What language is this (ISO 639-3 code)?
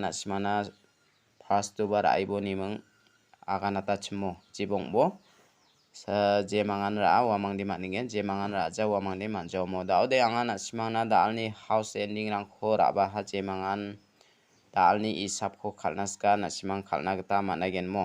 grt